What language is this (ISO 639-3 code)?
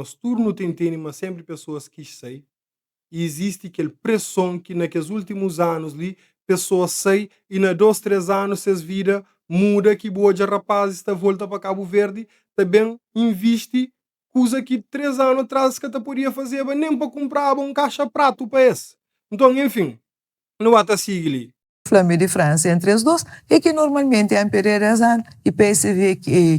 kea